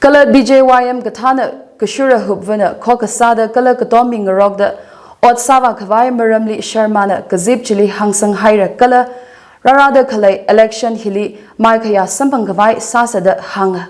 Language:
Tangkhul Naga (India)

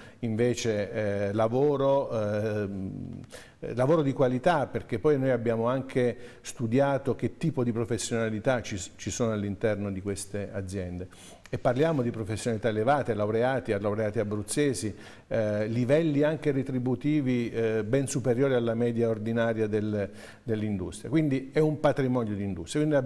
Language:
Italian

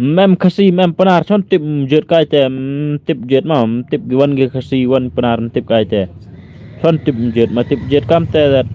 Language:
Khasi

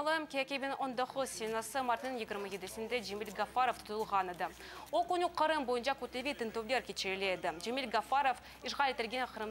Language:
Crimean Tatar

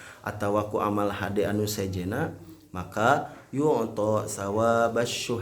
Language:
Sundanese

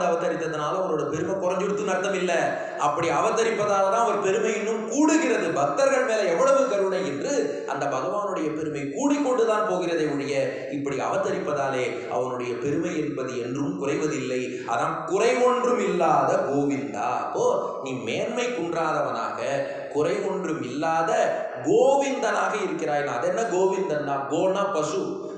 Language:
Tamil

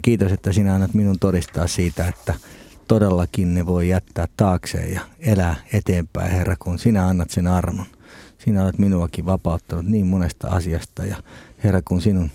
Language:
Finnish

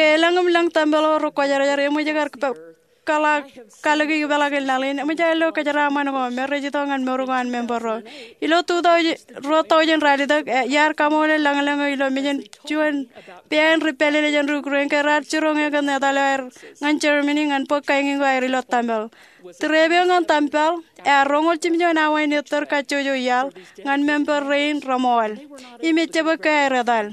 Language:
Marshallese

